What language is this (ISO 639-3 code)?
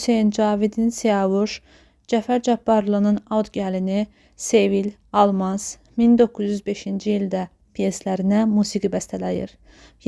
aze